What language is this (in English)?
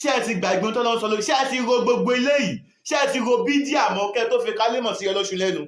Yoruba